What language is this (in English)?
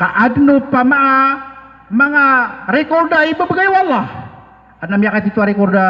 Maranao